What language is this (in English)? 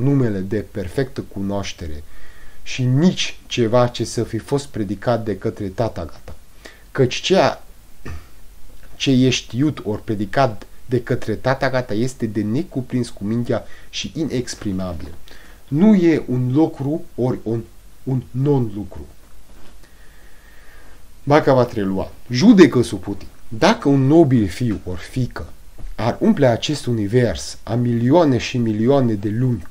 Romanian